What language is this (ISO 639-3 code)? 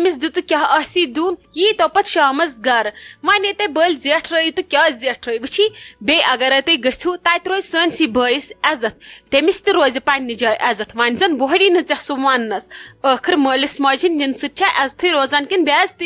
kas